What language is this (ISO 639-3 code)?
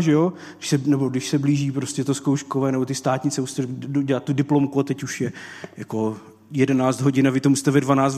ces